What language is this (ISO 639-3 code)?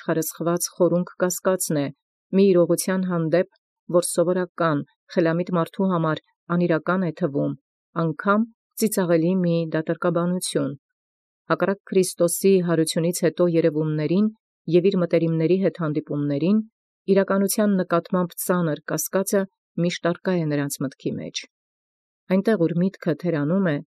hye